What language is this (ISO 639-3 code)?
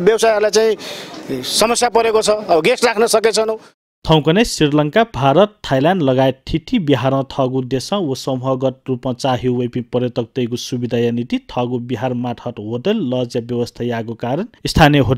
new